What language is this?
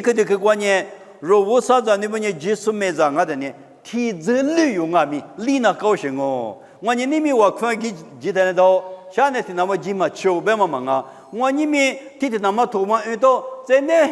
Lisu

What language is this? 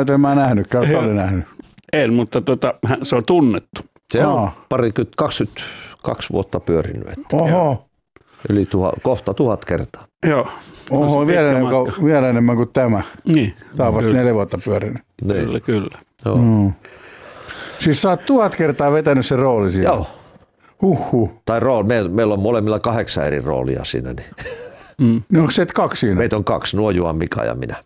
Finnish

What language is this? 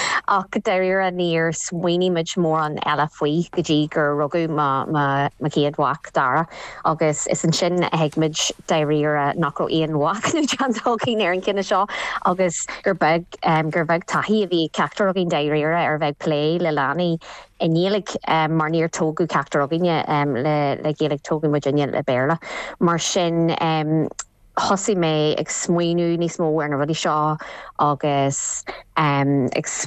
Irish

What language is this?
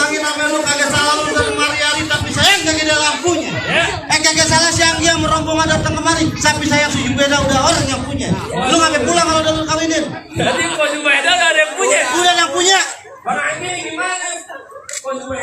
Betawi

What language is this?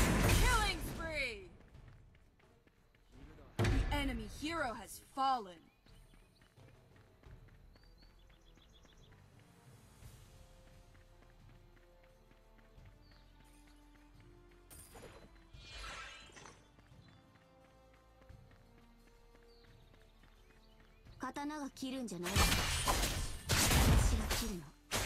Japanese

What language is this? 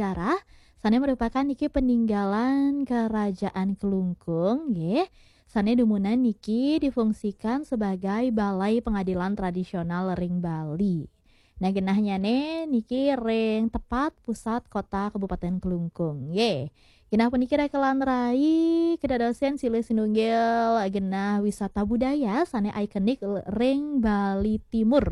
Balinese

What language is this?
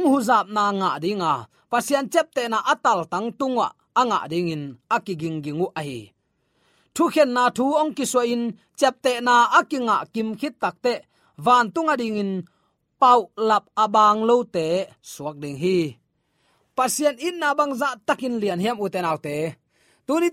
Tedim Chin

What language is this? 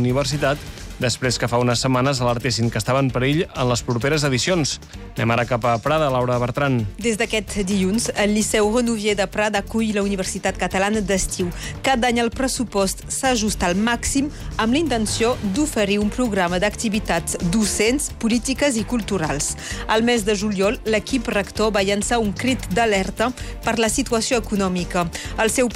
Catalan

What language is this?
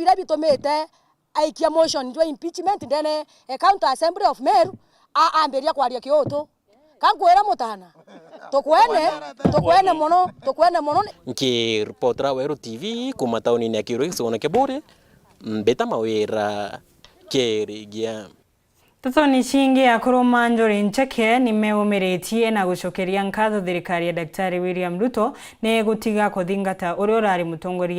Meru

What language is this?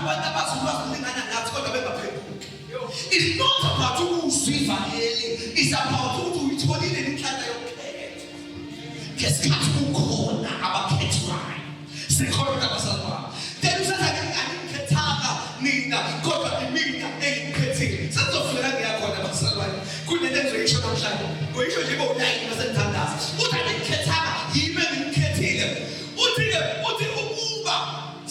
Zulu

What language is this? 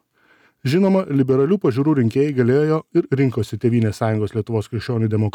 Lithuanian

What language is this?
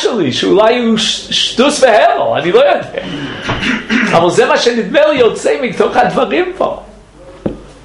Hebrew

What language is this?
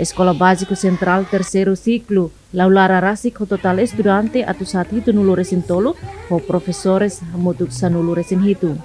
Tetum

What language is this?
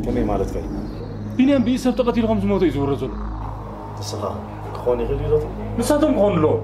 Tigrinya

